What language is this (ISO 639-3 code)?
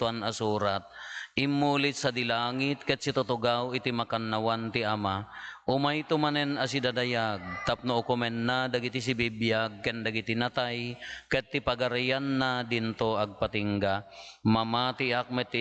ilo